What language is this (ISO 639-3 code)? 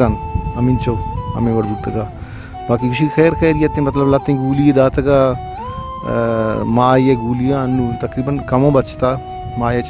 bal